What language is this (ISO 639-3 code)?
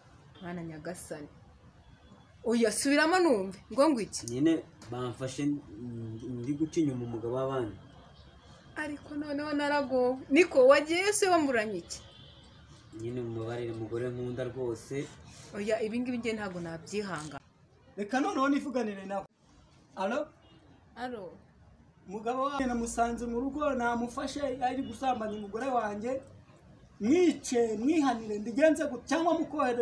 kin